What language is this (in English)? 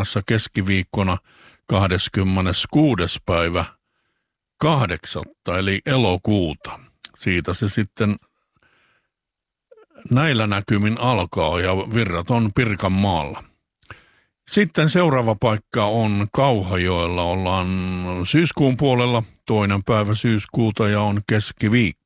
Finnish